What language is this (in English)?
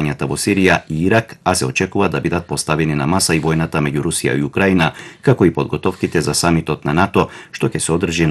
Macedonian